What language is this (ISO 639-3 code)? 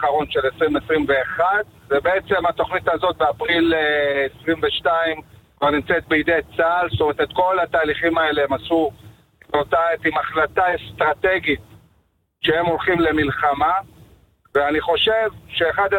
heb